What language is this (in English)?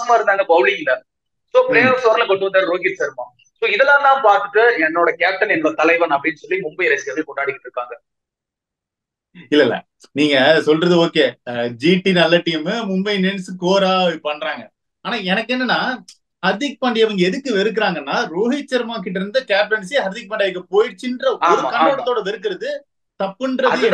Tamil